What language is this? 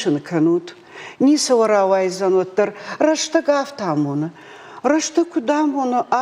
Ossetic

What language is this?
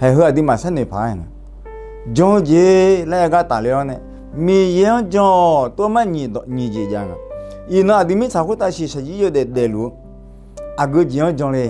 Akha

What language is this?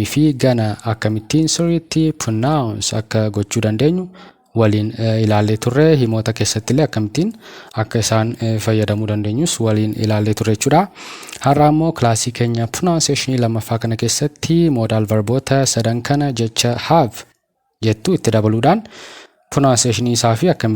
Oromo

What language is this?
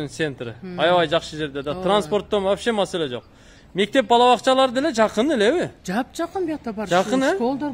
Kyrgyz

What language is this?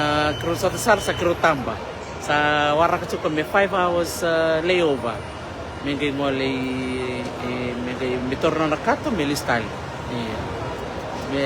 Fijian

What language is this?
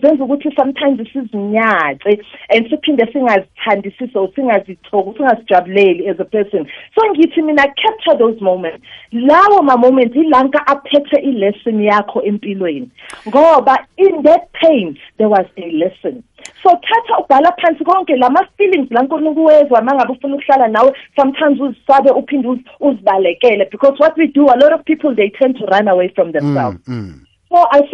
South Ndebele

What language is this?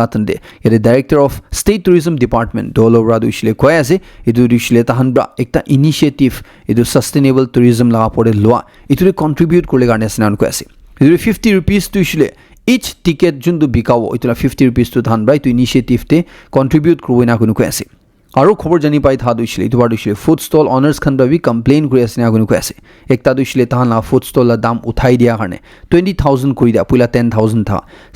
Naga Pidgin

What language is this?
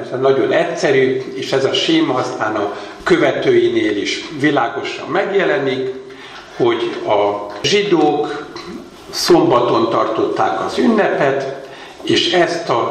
Hungarian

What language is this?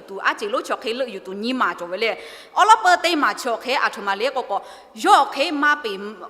Lahu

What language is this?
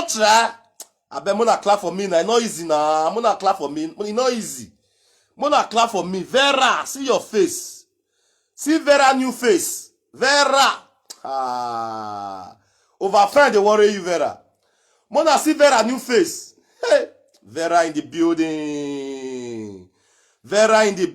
Nigerian Pidgin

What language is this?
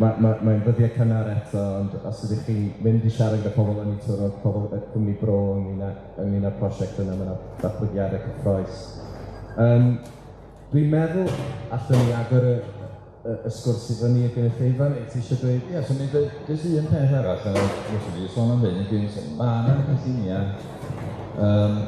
Welsh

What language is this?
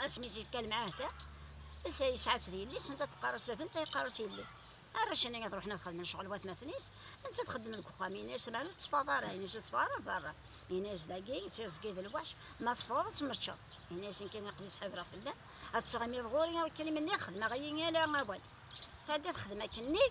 Kabyle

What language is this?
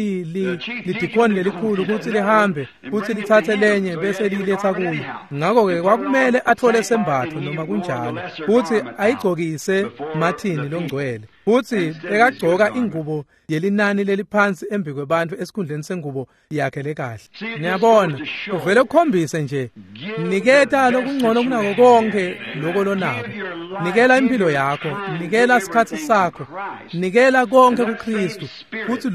Swati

